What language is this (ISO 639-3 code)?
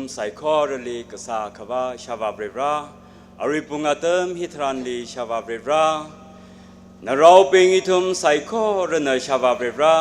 nmf